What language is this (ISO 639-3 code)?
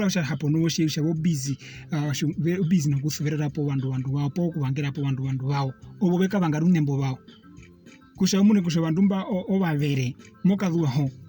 her